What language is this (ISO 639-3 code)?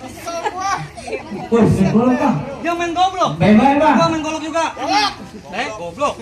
bew